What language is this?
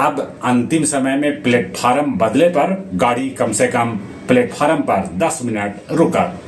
Magahi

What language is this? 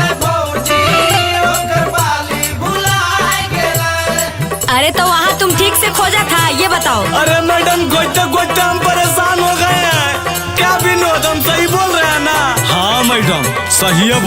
Magahi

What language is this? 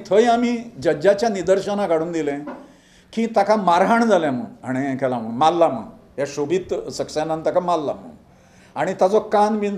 Konkani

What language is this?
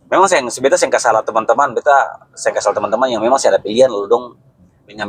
Ambonese Malay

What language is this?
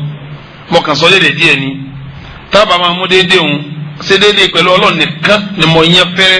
Yoruba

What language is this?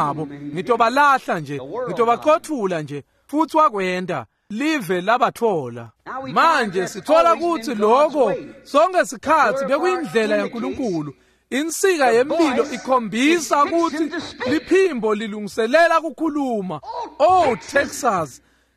Swati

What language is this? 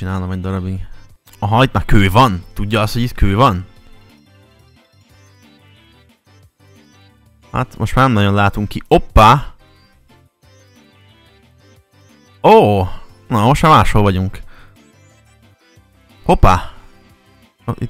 Hungarian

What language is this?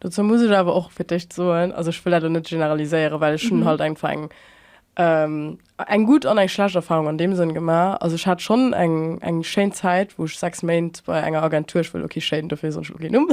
Luxembourgish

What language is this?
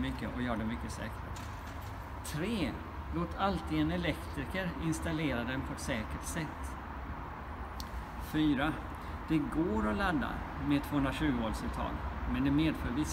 Swedish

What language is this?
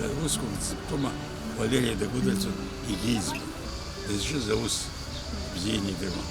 Abkhazian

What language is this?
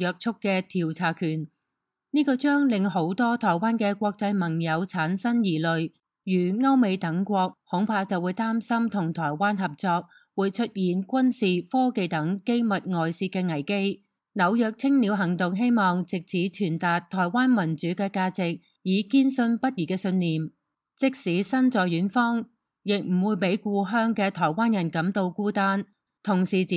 Cantonese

